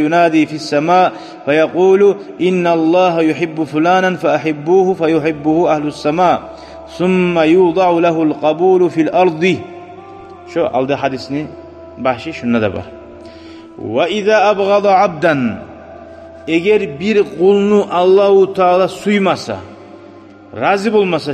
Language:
Kumyk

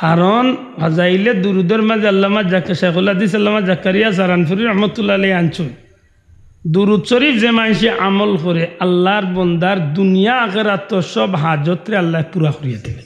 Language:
Sylheti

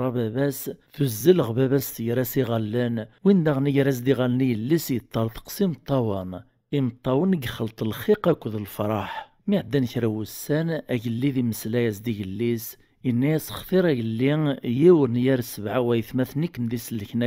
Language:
Kabyle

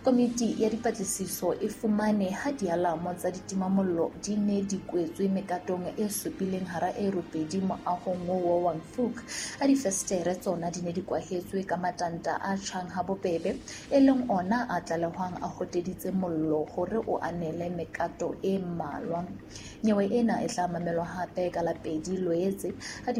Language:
Southern Sotho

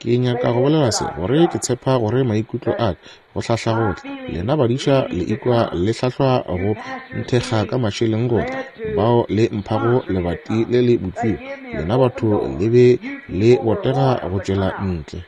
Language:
Northern Sotho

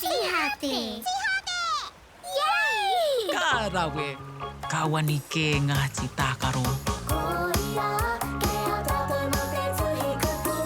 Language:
Māori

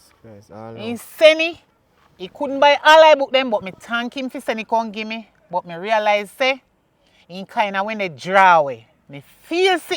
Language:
Jamaican Creole English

